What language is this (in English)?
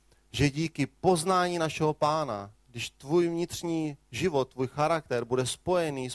Czech